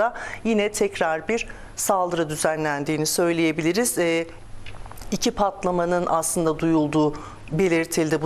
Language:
Turkish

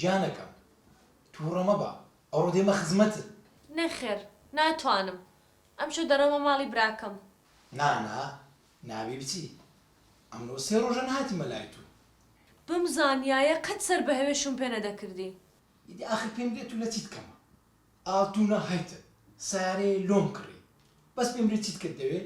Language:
Central Kurdish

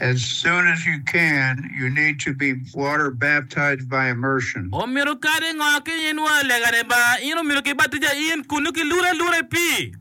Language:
Acoli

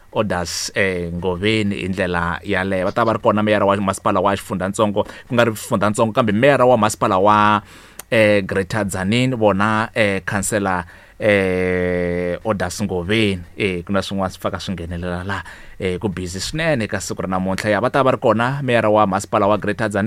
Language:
Tsonga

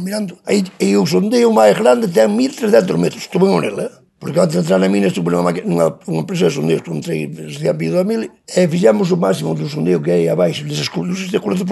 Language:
Galician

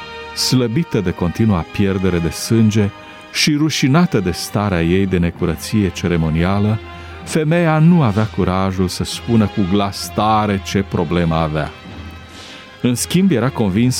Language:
Romanian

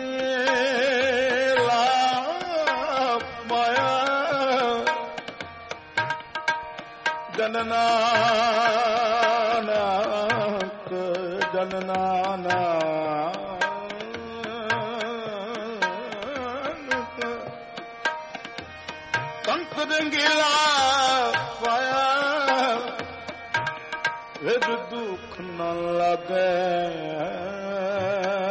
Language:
Punjabi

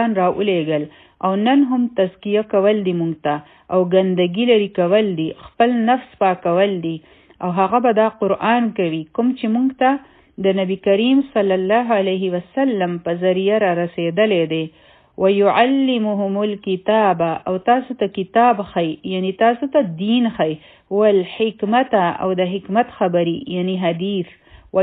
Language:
Pashto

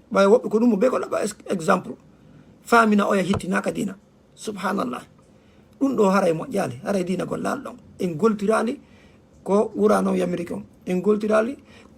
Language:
Fula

